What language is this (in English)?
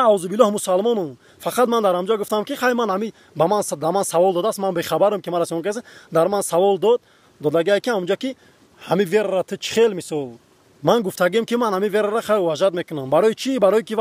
Tajik